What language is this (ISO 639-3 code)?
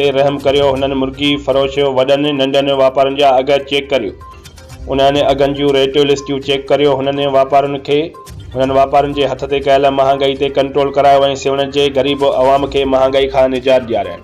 snd